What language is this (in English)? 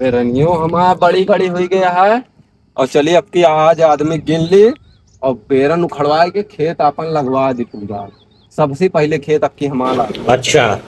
Awadhi